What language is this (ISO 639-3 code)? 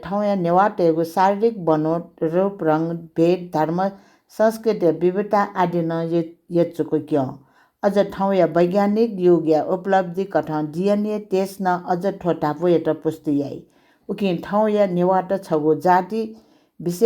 new